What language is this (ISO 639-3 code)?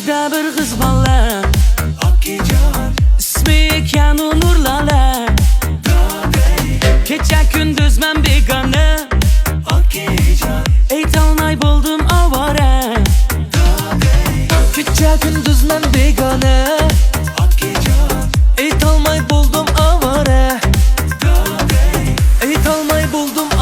uig